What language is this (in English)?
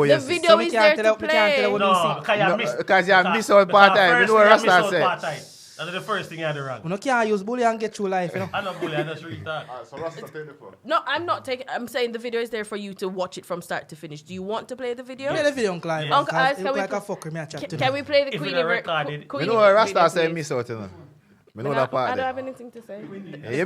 Jamaican Creole English